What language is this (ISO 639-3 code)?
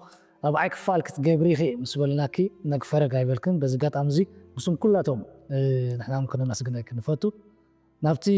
tir